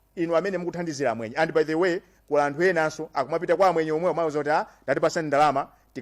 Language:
Nyanja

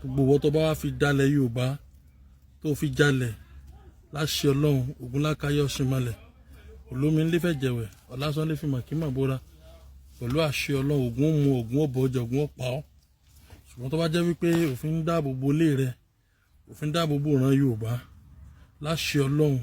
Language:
Yoruba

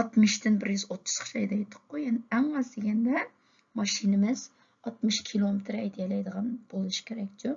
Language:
Uyghur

